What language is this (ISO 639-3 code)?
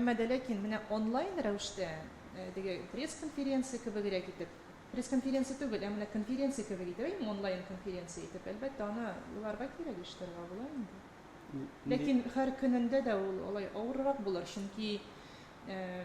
tat